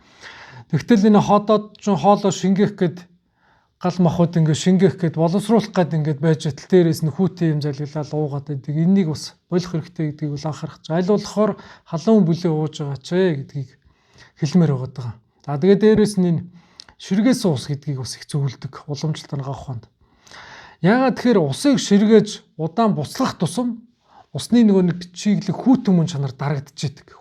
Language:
Mongolian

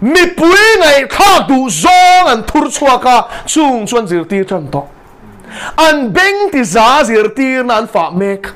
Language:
Mizo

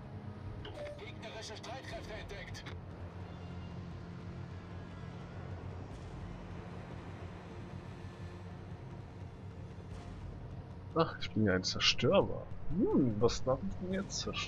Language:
German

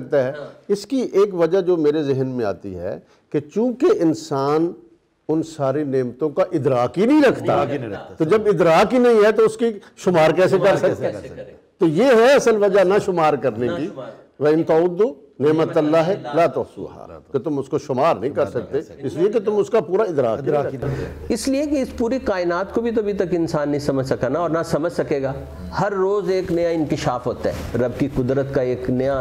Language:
Urdu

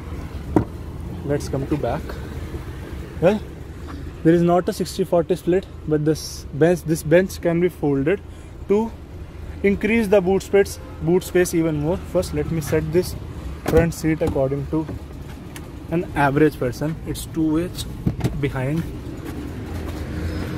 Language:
English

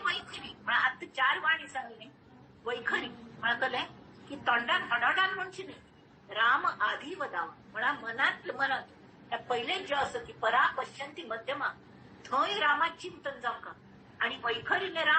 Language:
Konkani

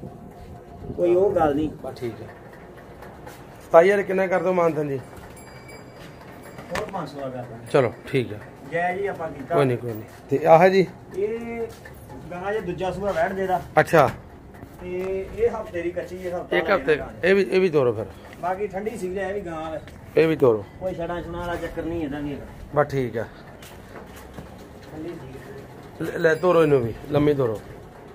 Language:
Punjabi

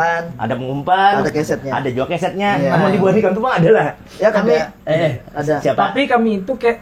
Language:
Banjar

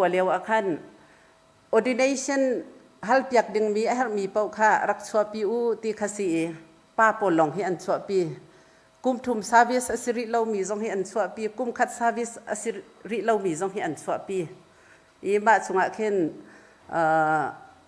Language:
Hakha Chin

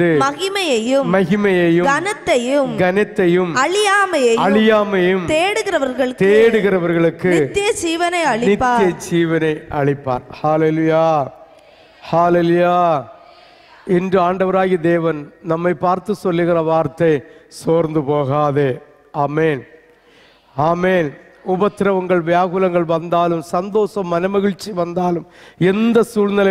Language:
Tamil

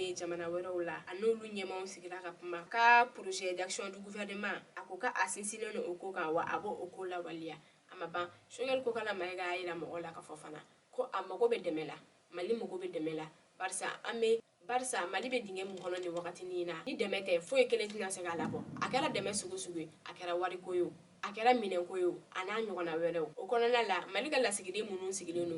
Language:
Bambara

